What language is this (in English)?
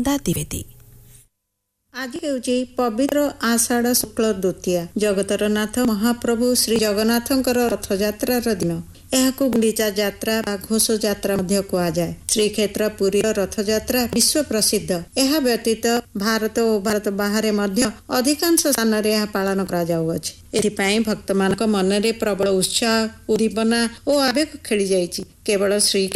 Odia